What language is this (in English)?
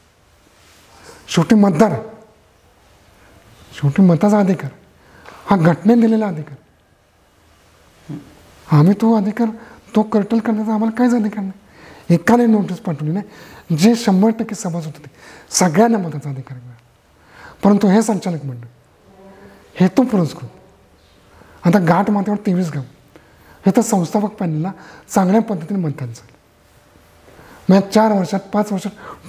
Marathi